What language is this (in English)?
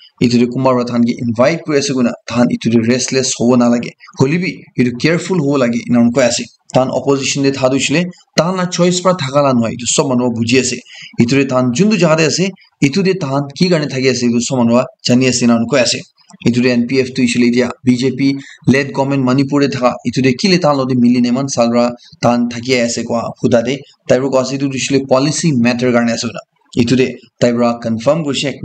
Naga Pidgin